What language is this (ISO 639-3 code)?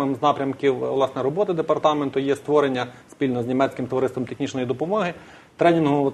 ukr